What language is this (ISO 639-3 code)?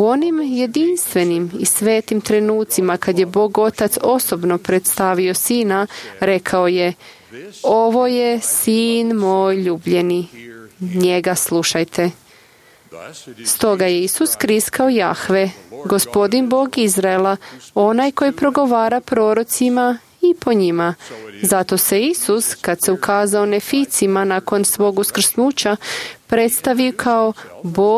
hrv